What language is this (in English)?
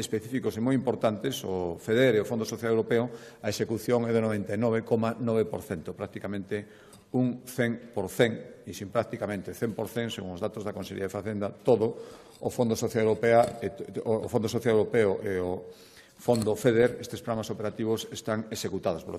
Galician